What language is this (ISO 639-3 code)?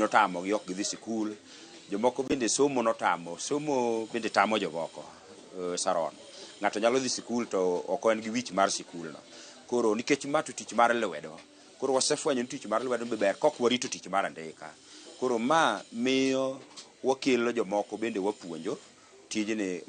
luo